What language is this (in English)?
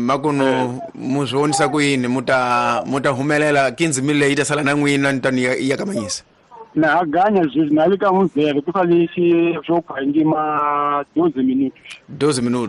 Tsonga